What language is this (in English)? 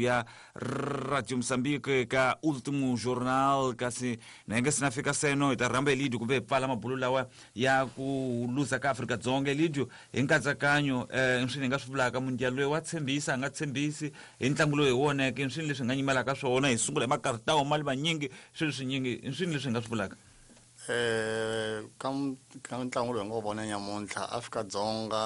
Tsonga